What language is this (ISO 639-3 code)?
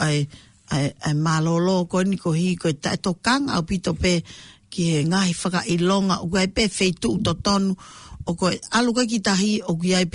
ton